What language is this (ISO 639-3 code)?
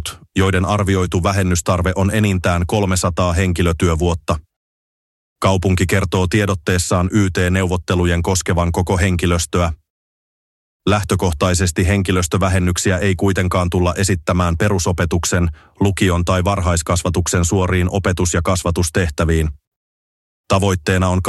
fin